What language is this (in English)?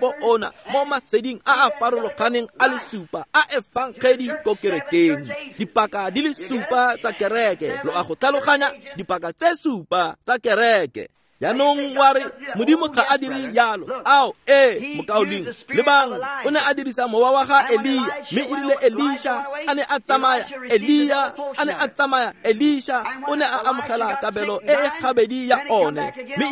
Tswana